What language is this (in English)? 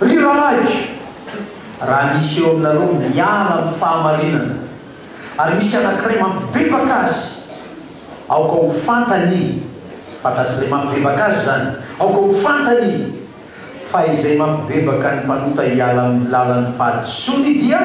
Malagasy